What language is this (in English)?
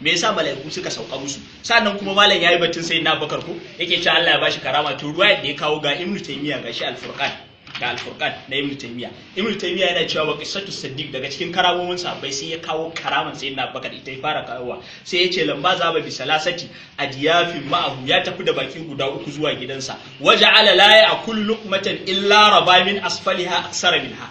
Hausa